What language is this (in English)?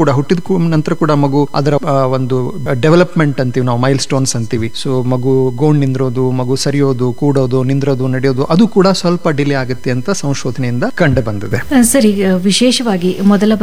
Kannada